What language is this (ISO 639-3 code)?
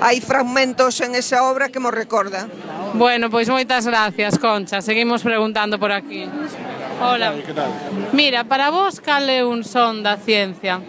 glg